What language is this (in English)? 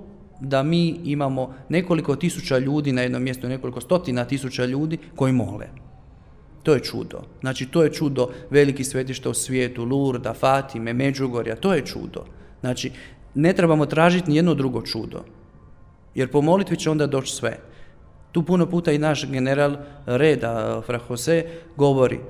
Croatian